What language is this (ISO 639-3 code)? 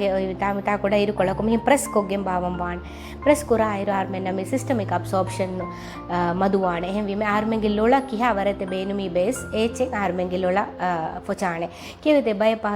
div